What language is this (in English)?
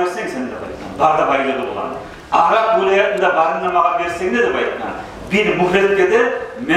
Kumyk